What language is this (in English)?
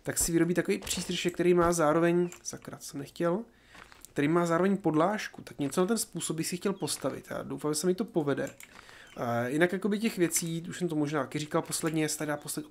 Czech